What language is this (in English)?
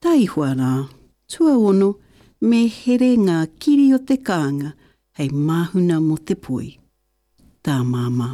Māori